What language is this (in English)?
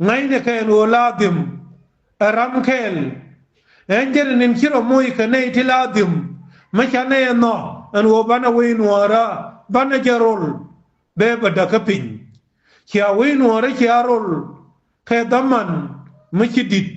Nuer